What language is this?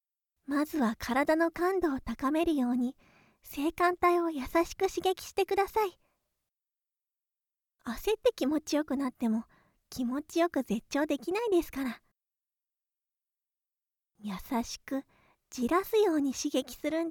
Japanese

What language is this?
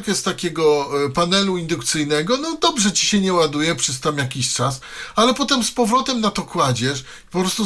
Polish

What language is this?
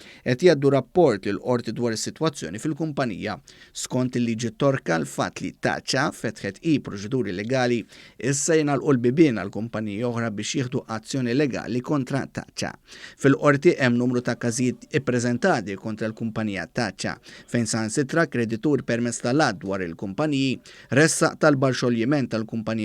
Maltese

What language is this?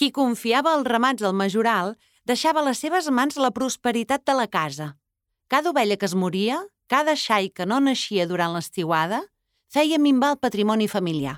Catalan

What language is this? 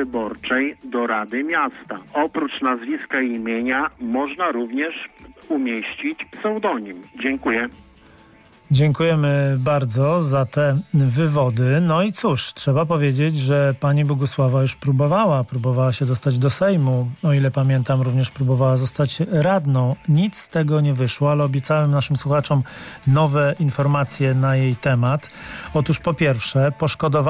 Polish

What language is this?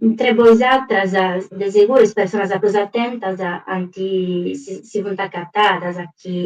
Sardinian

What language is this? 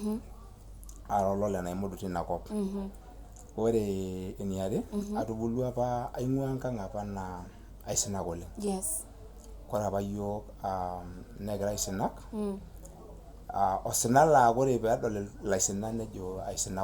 Masai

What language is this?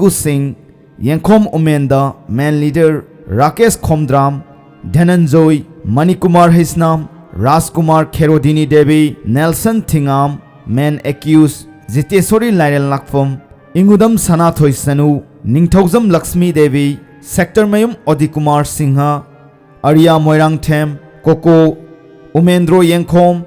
Manipuri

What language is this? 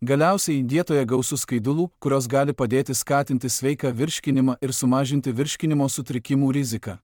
Lithuanian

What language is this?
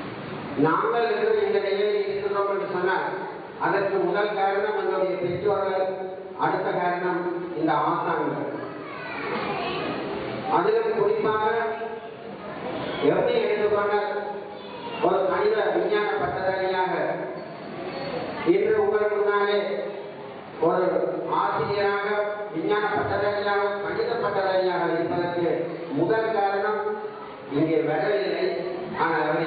Tamil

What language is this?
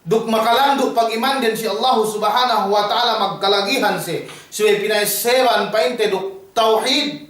Yakan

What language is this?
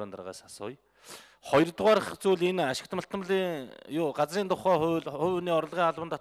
Mongolian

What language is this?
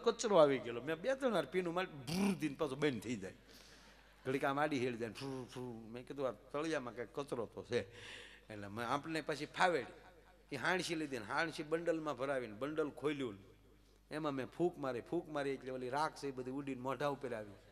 Gujarati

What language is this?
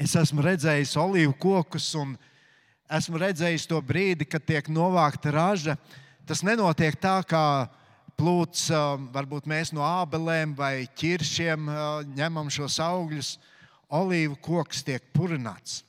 Latvian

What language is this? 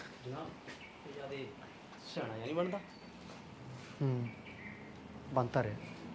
Punjabi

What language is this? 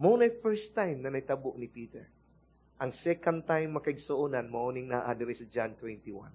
Cebuano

